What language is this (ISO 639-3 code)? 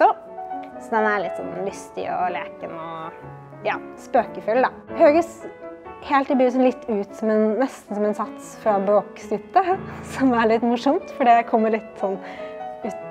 nor